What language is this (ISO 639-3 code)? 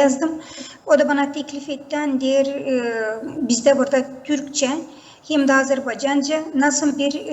gag